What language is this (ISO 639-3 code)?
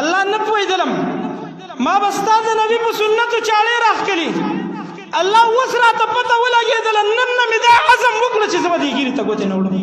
pus